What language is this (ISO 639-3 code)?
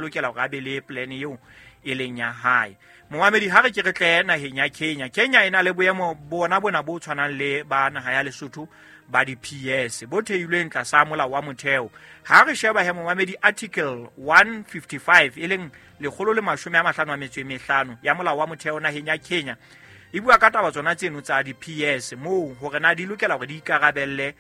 sot